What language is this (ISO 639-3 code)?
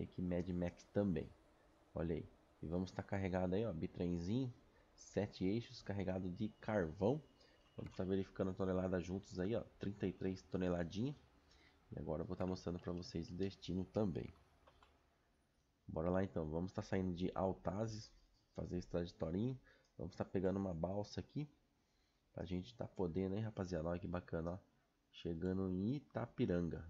por